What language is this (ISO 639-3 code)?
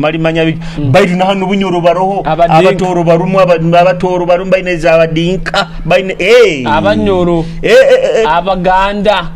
nyo